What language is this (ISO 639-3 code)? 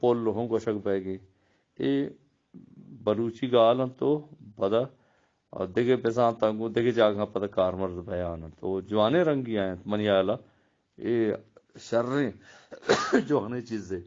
bgp